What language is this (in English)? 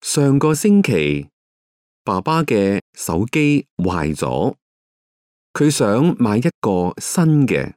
Cantonese